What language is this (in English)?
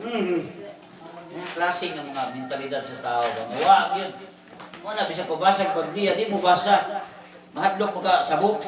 Cebuano